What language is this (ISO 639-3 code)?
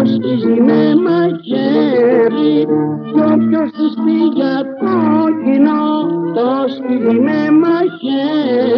ell